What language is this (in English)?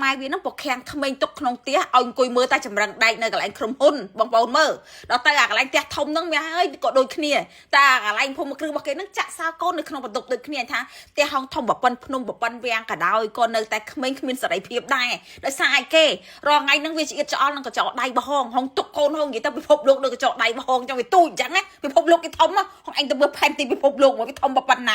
Khmer